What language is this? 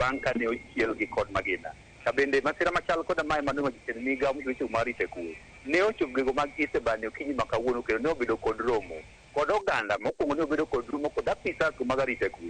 Luo (Kenya and Tanzania)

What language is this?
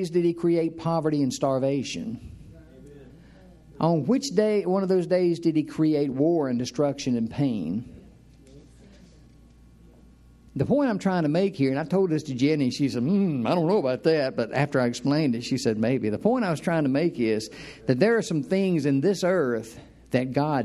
English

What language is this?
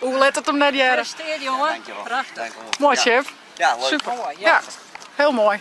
Western Frisian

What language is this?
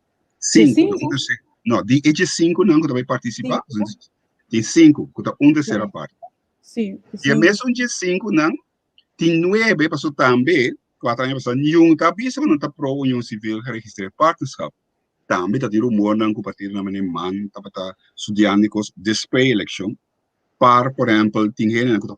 Papiamento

